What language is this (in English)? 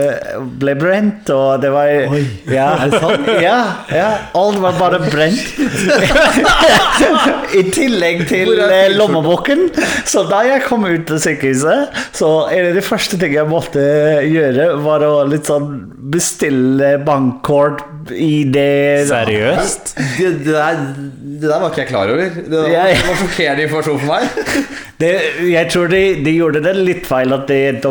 Norwegian